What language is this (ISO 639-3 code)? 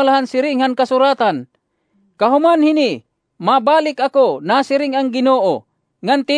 war